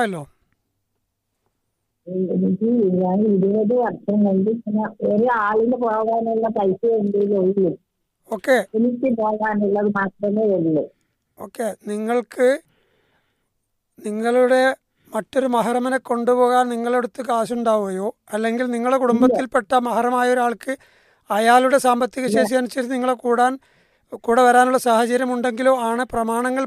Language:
Malayalam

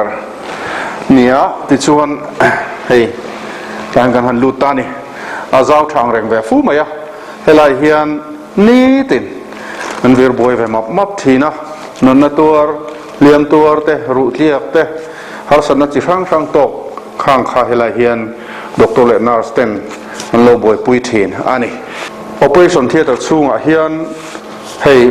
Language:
Mizo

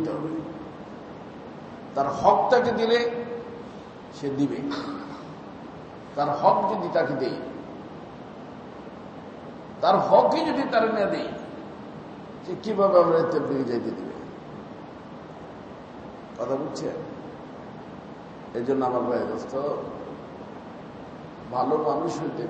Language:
Bangla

